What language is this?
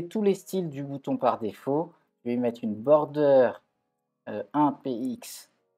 French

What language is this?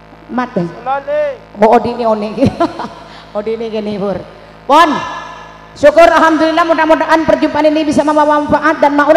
Madurese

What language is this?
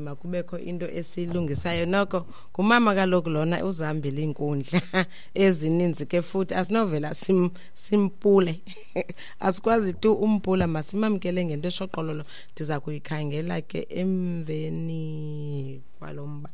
Xhosa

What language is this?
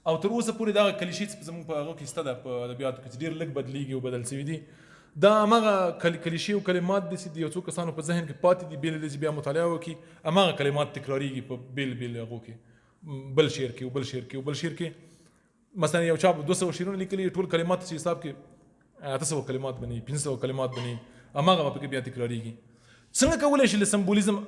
Pashto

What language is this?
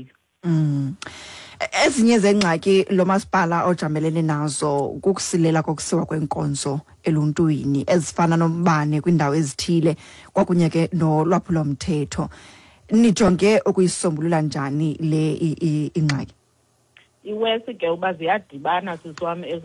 Xhosa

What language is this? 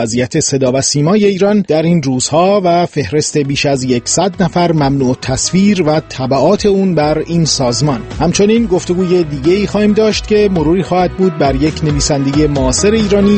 Persian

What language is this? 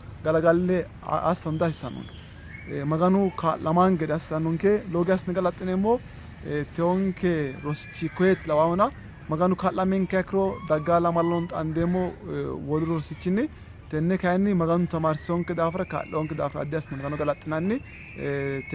Sidamo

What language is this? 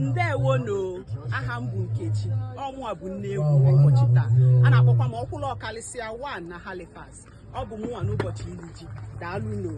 Igbo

